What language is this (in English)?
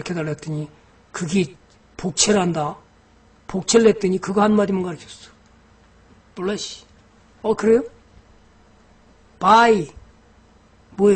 Korean